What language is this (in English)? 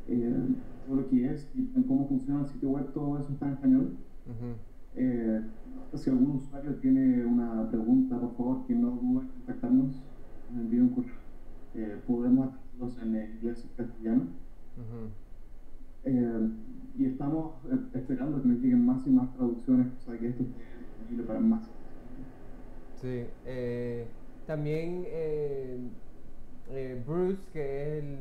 Spanish